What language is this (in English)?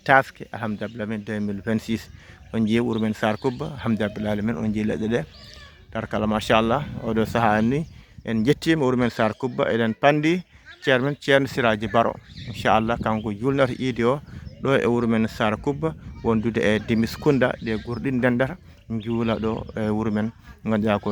Fula